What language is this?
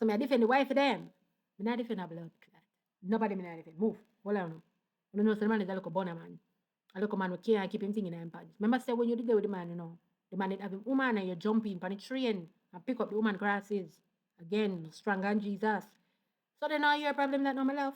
Jamaican Creole English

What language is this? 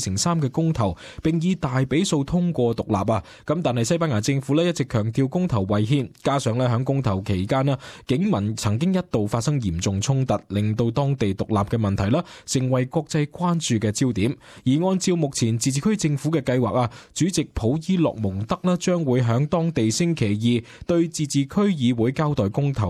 Cantonese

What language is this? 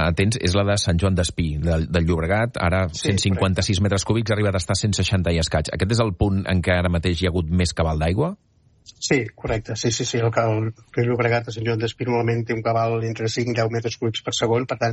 Catalan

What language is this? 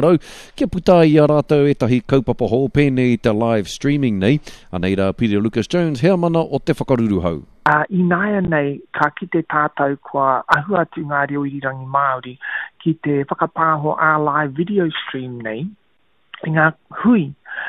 Māori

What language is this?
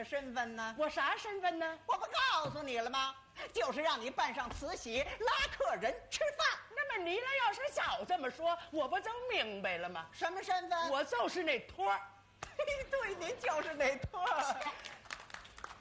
Chinese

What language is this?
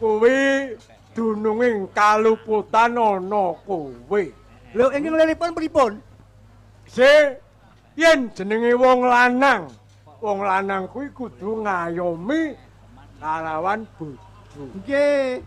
Javanese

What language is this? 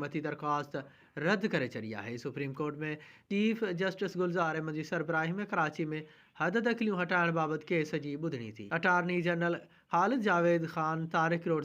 Sindhi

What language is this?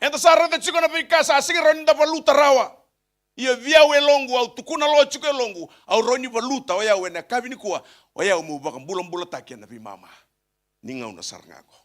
Fijian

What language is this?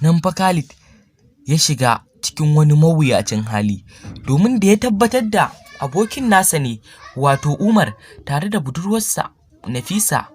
Hausa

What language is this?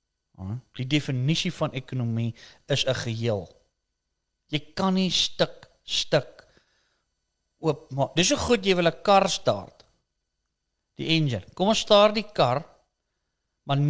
Afrikaans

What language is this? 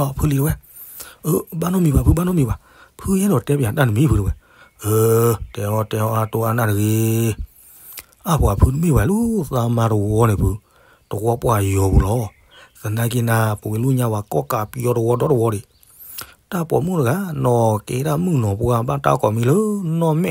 S'gaw Karen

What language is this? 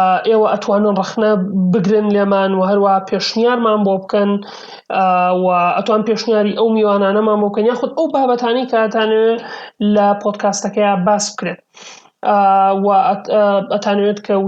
Central Kurdish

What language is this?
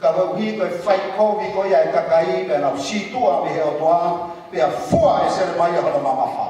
Tongan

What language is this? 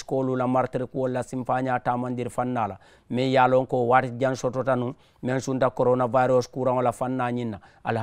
Mandingo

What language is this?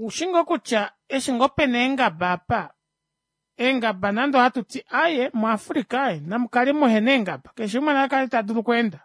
Kuanyama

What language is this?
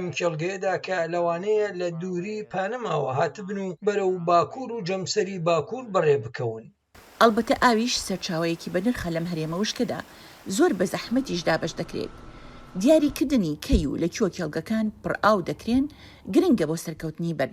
Central Kurdish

